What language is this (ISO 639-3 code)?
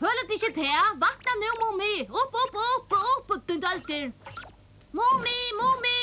fao